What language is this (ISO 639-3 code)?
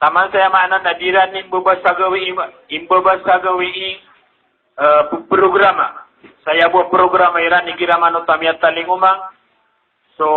mrw